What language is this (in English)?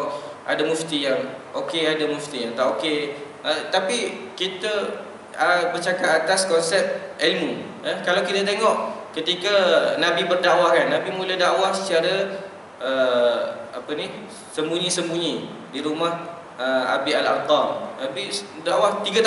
Malay